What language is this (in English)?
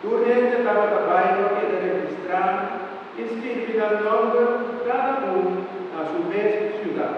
Papiamento